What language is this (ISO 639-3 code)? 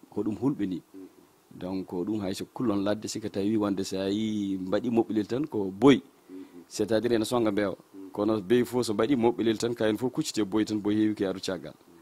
ful